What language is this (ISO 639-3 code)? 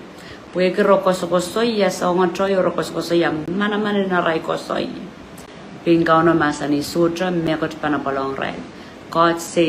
pon